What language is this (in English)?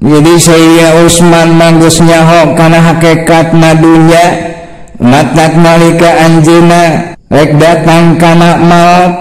Sundanese